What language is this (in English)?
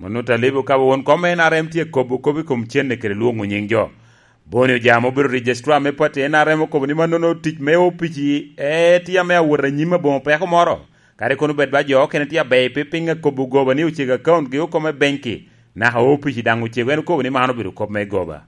Lango (Uganda)